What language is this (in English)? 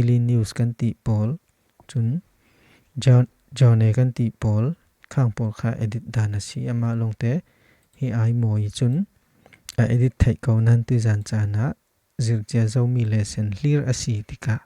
Falam Chin